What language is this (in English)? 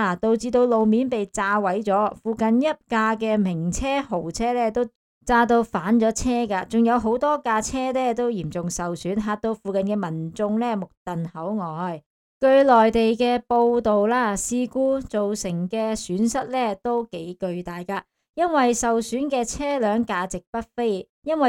Cantonese